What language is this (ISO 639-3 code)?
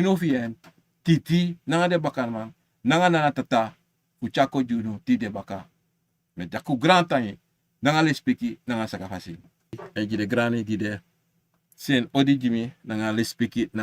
srn